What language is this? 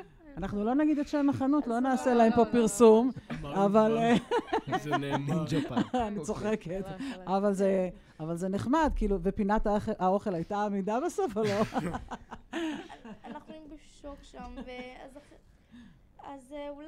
Hebrew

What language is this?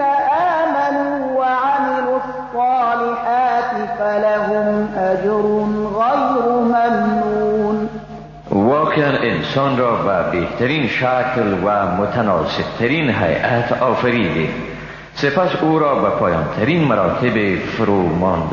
Persian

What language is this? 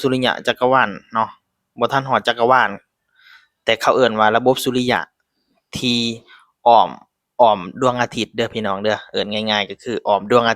Lao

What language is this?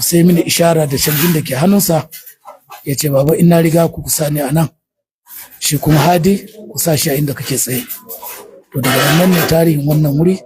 Hausa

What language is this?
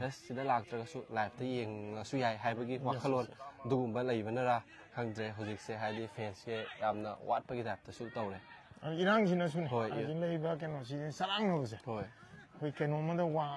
Manipuri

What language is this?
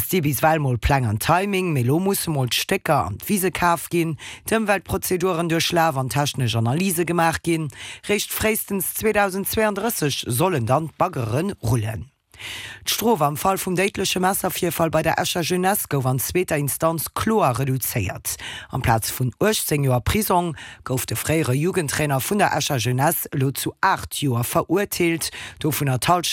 Luxembourgish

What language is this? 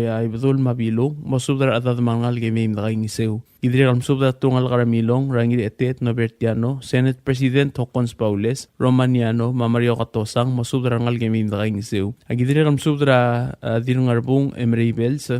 Palauan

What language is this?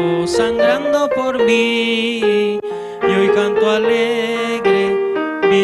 Aymara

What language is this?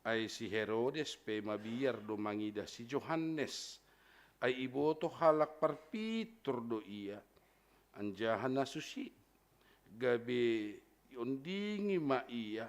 Batak Simalungun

